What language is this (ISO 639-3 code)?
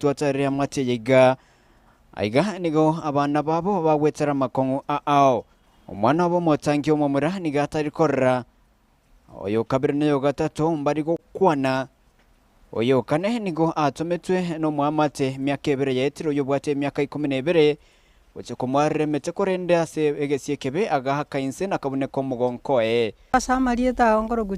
guz